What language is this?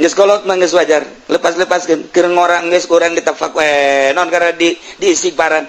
Sundanese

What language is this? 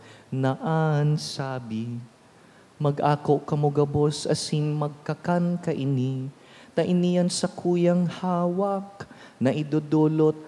Bikol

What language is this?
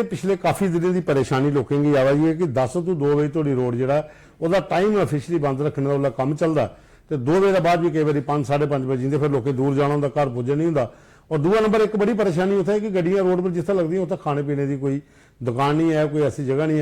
Dogri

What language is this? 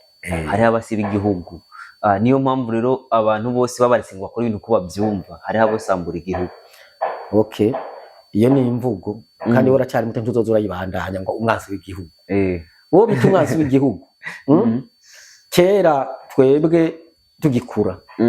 Rundi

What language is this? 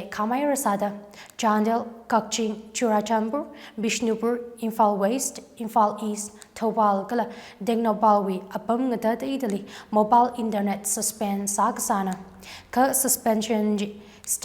Tangkhul Naga (India)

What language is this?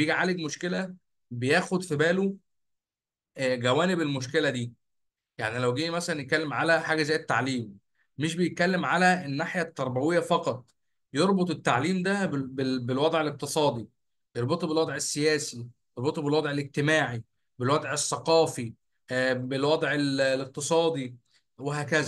Egyptian Arabic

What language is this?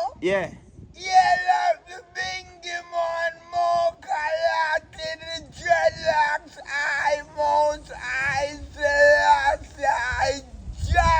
Jamaican Creole English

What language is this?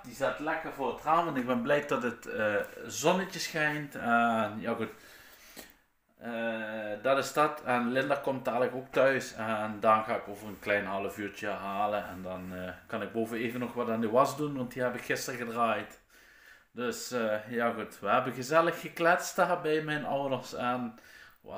Dutch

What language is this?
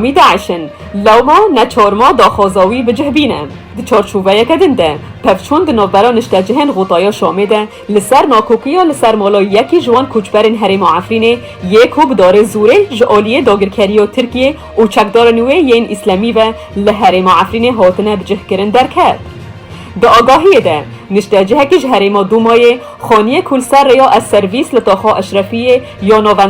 Kurdish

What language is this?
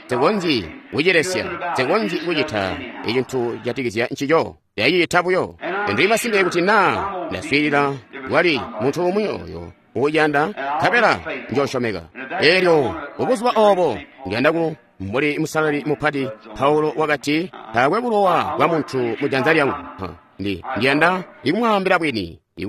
Tonga (Zambia)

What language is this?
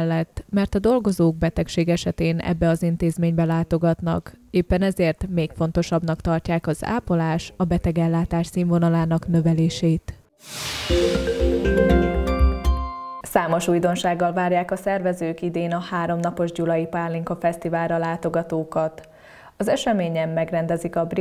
Hungarian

